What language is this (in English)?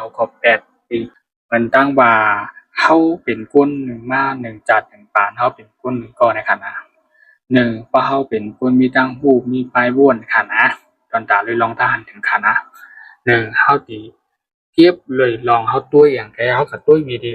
Shan